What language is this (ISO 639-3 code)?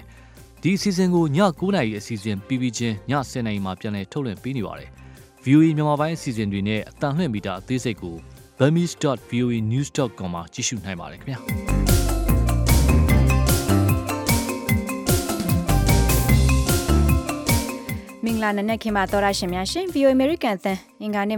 mya